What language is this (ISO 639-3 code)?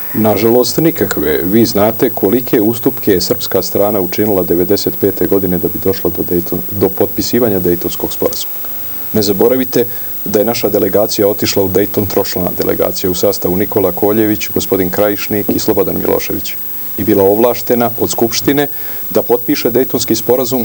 srp